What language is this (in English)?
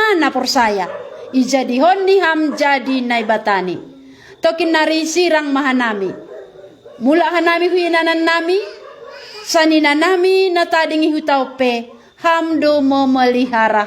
Batak Simalungun